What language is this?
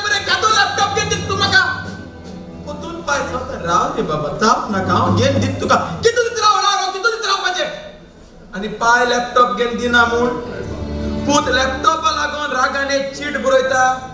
Konkani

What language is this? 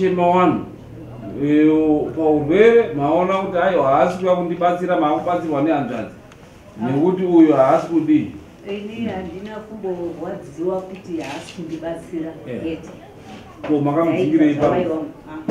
Shona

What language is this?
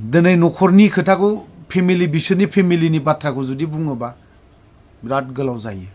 Bodo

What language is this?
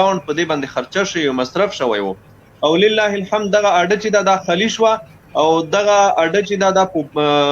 Pashto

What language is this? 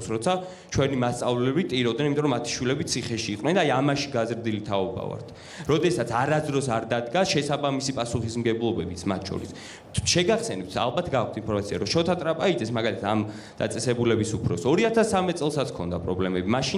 Georgian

